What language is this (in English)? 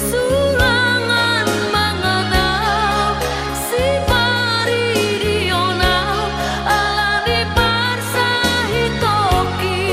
Batak Toba